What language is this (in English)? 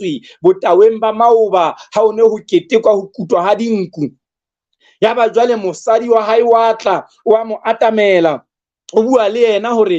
Southern Sotho